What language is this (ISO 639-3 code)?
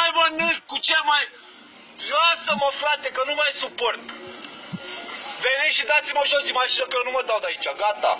ron